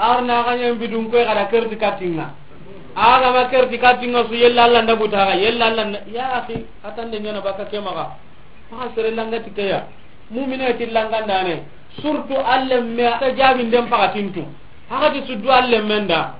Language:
Soninke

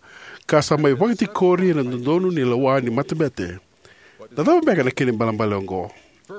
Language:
Fijian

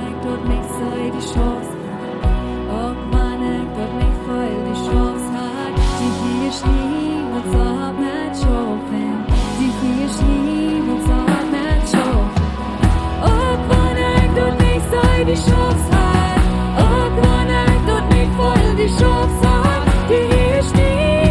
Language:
Plautdietsch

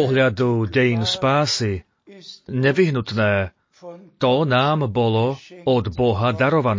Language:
Slovak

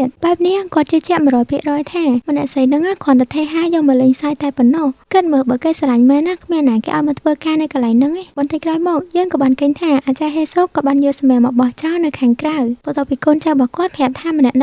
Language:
Khmer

